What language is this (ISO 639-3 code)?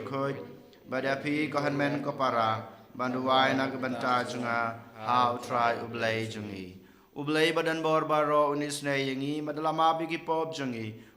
kha